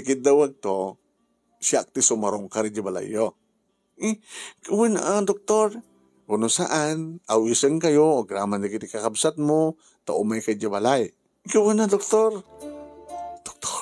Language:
Iloko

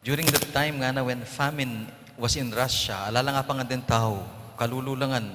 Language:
Pampanga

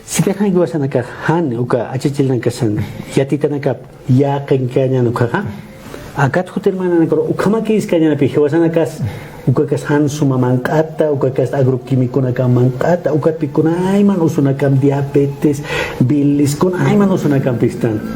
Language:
Aymara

